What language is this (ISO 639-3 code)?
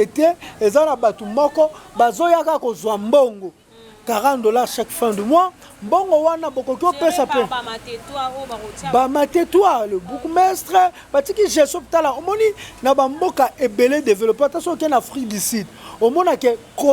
lin